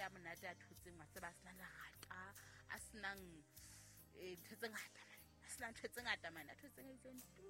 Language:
Southern Sotho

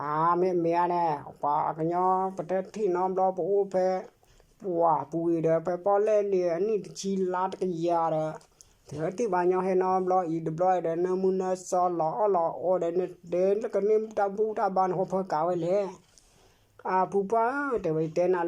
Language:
S'gaw Karen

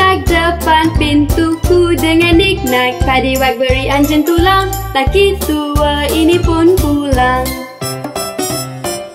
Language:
Malay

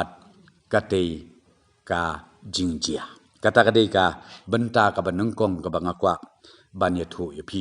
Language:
Khasi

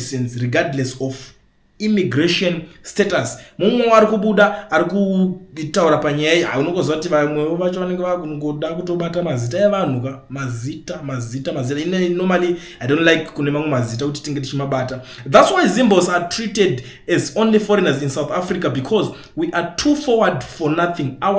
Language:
Shona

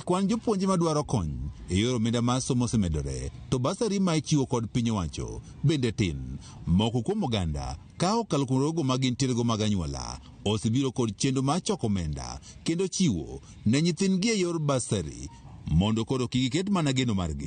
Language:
Luo (Kenya and Tanzania)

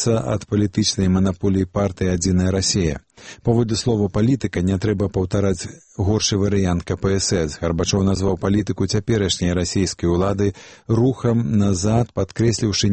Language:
Belarusian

